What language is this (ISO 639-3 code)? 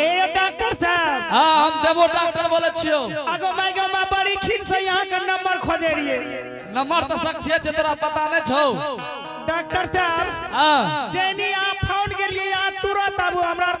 anp